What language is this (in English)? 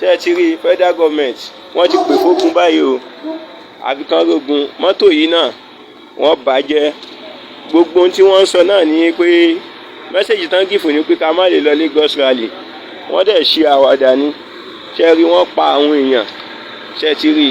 Yoruba